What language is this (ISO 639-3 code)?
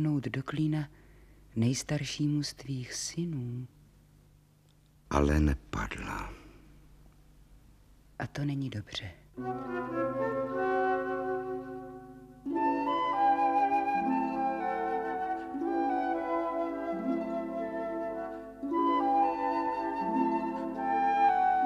ces